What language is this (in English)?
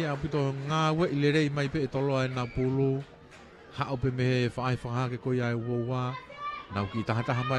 Tongan